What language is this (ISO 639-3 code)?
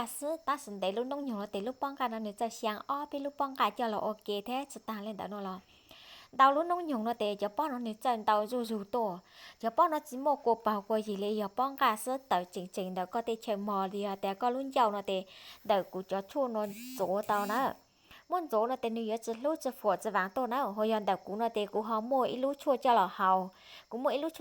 hmn